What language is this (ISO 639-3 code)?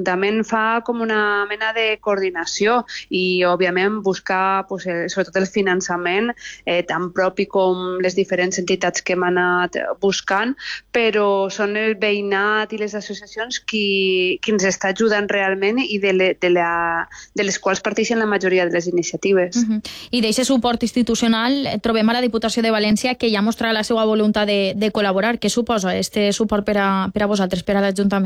cat